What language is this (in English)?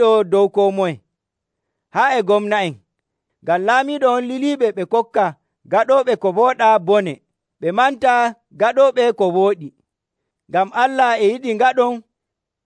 Nigerian Fulfulde